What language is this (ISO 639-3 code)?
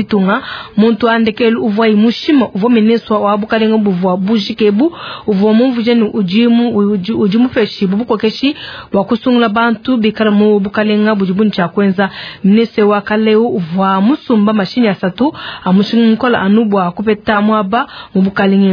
lua